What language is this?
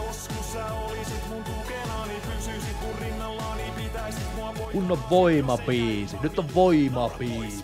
Finnish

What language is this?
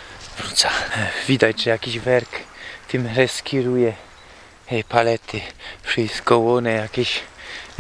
Silesian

